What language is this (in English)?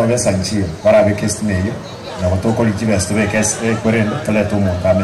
Gusii